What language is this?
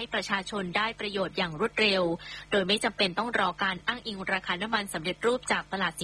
Thai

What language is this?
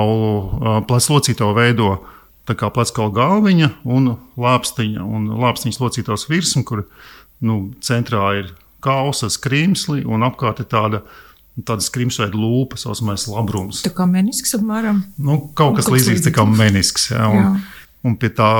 Latvian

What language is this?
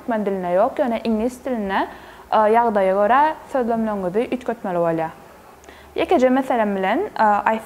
Turkmen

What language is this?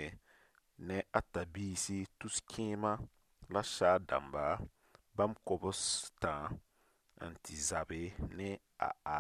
Mossi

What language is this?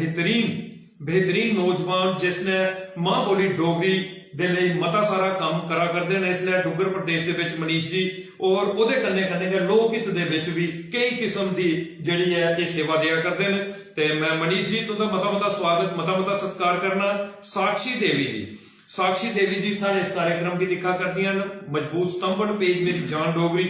Dogri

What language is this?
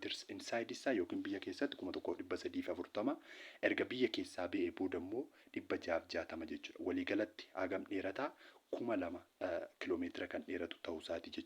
Oromo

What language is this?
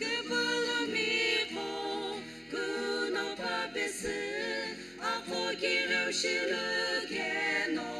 Sumi Naga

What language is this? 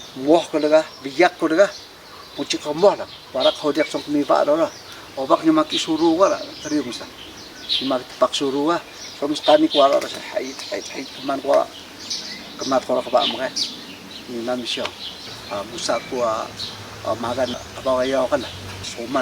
Atayal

